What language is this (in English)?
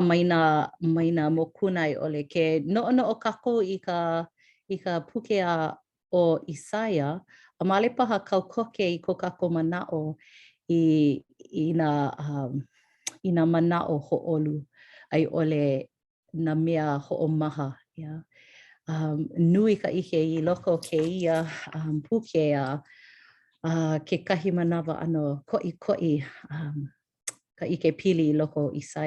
Hawaiian